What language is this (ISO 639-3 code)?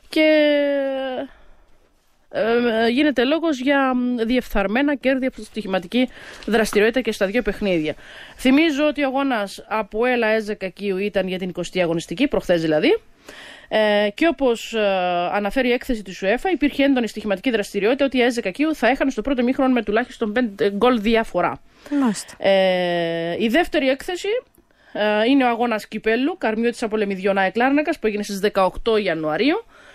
ell